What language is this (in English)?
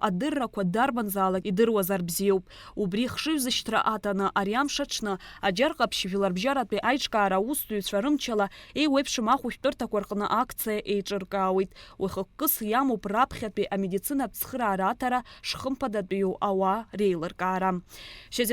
Abkhazian